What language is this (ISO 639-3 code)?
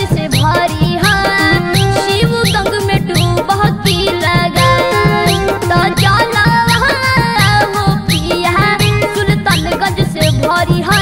mag